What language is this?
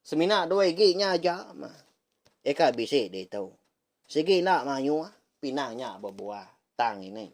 Iban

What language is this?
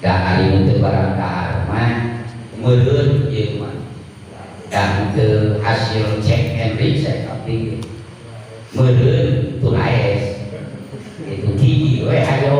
Sundanese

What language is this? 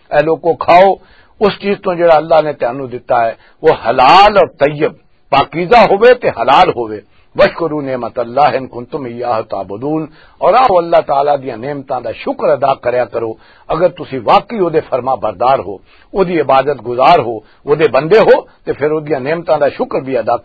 Western Panjabi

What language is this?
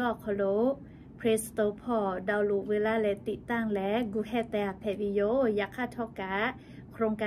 Lahu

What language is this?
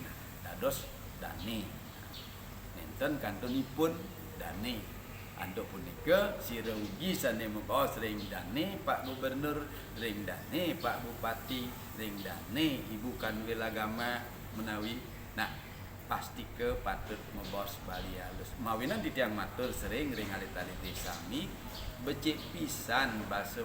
Balinese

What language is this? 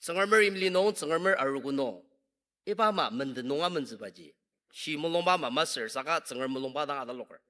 Ao Naga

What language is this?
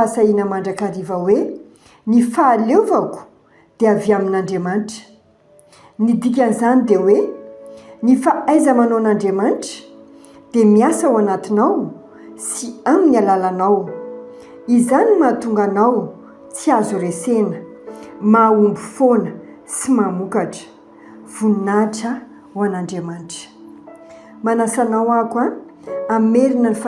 Malagasy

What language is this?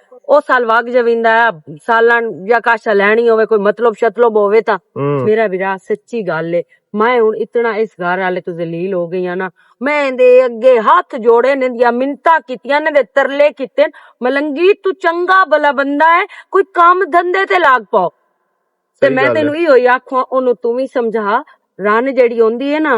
Western Panjabi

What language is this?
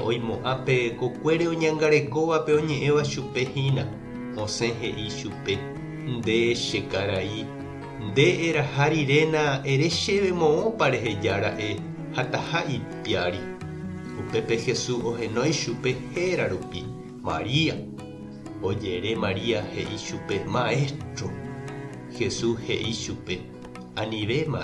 Guarani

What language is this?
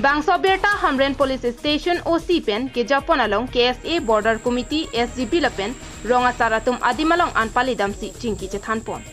Karbi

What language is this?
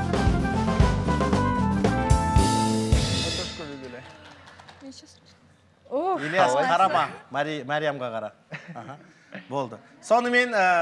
Kazakh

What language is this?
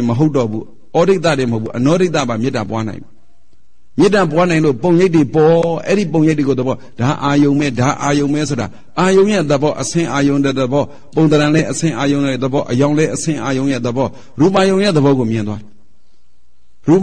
Burmese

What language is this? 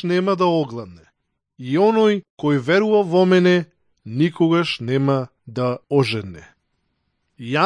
Macedonian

